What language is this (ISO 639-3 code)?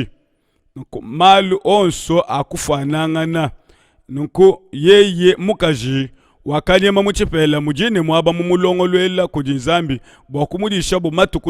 lua